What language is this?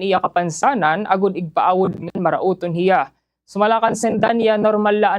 Waray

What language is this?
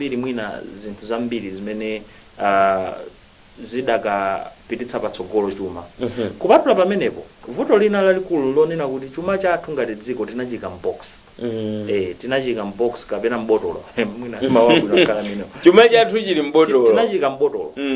Nyanja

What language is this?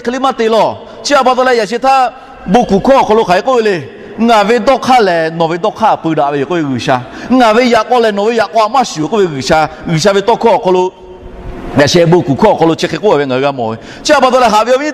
Lahu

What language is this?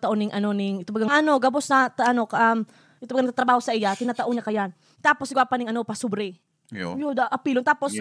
Bikol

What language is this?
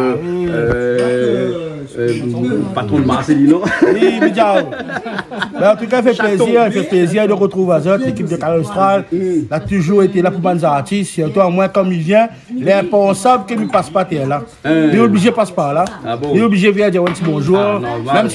Réunion Creole French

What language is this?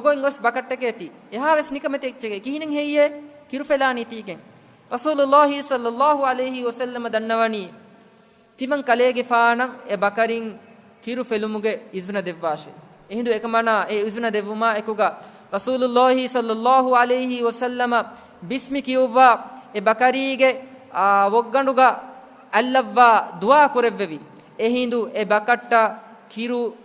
Divehi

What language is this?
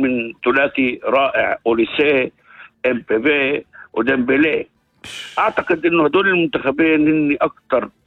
North Levantine Arabic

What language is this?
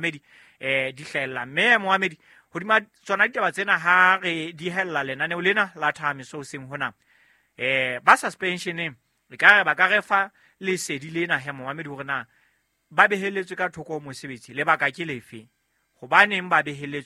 Southern Sotho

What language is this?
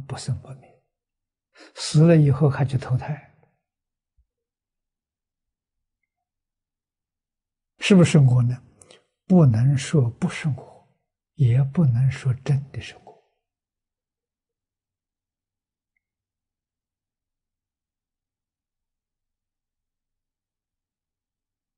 Chinese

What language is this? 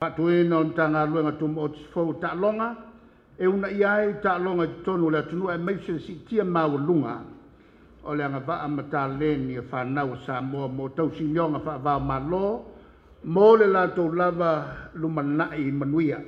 Samoan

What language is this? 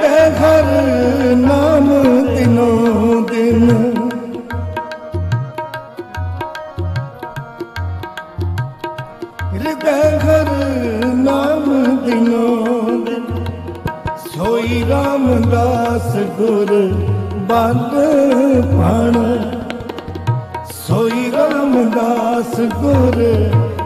Punjabi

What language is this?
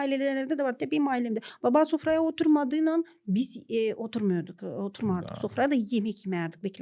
Gagauz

